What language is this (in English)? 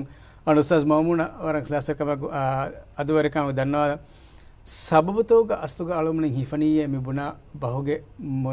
Divehi